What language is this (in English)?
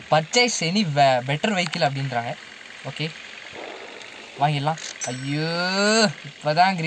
Tamil